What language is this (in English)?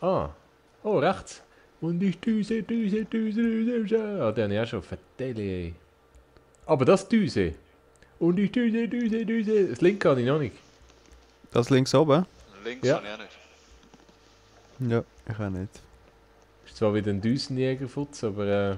Swiss German